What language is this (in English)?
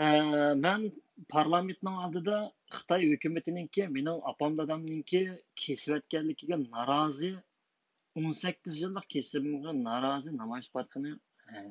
Uyghur